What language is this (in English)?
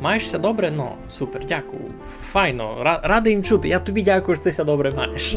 Rusyn